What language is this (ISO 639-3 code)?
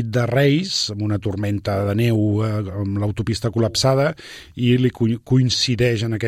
cat